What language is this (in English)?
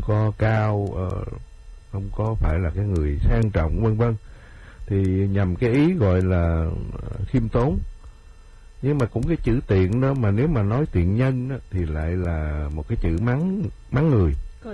Vietnamese